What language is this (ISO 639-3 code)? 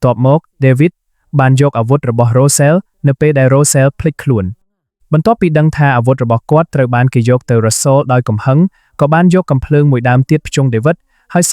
khm